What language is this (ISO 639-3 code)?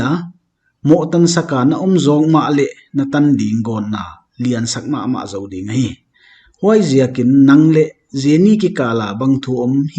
pck